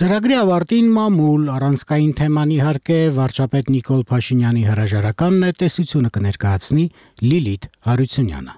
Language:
Armenian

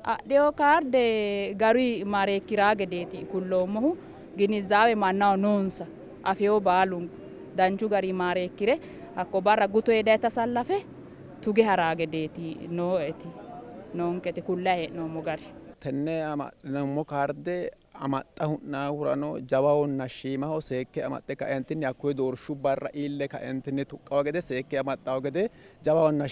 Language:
Sidamo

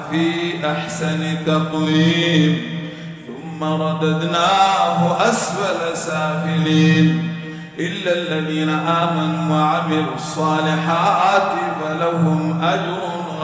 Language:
Arabic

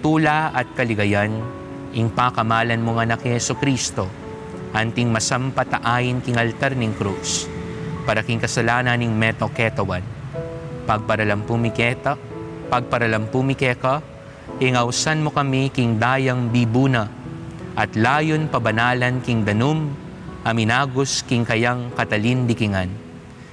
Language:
Pampanga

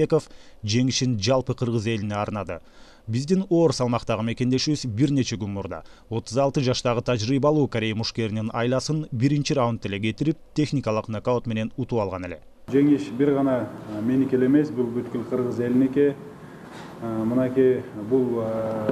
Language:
Kyrgyz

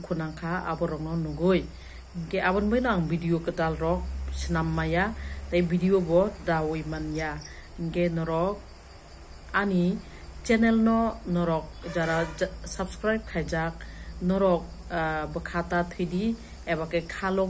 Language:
Kok Borok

